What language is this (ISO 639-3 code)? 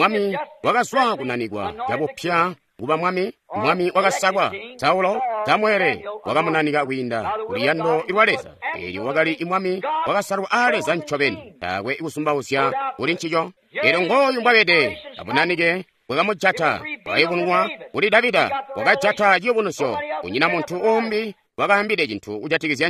toi